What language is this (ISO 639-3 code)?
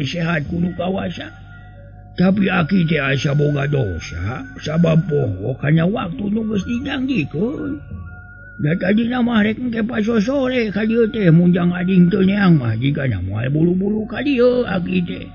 sun